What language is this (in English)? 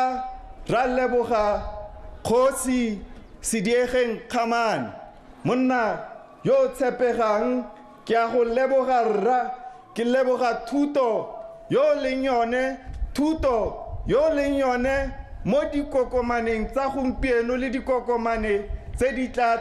Tswana